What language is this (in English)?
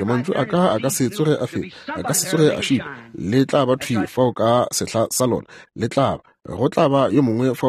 Northern Sotho